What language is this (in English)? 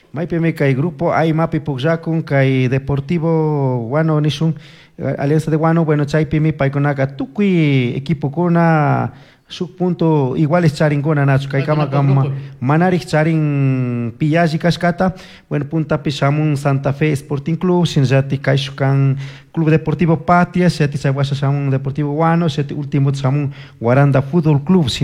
Chimborazo Highland Quichua